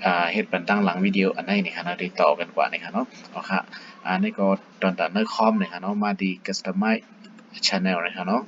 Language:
Shan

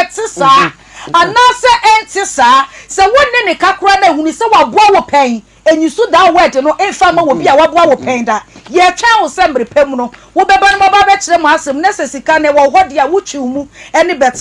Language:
Akan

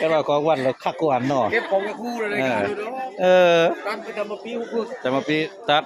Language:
Northeastern Thai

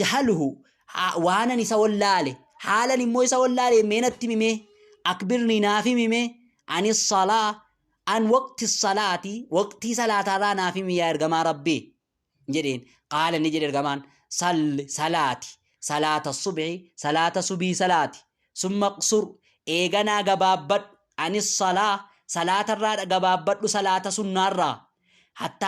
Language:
Oromo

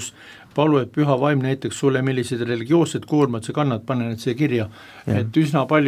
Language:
Estonian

